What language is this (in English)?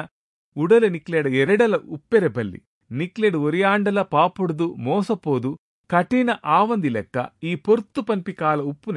Tulu